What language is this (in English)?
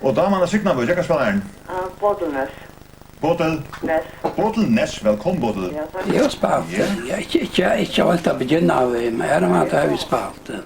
Faroese